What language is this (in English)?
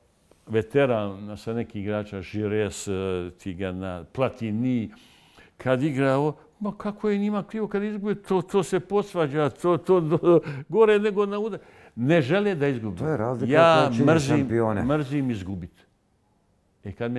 Bosnian